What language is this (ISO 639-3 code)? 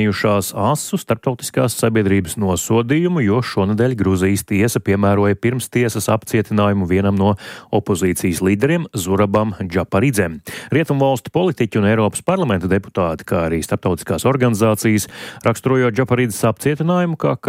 lav